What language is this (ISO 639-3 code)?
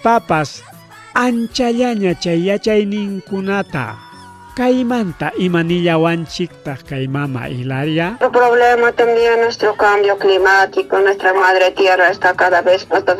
quy